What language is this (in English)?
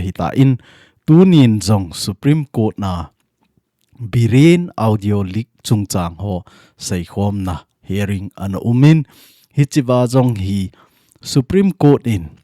Thado Chin